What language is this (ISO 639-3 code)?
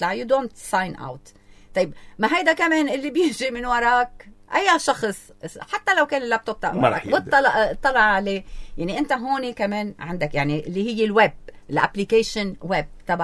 apc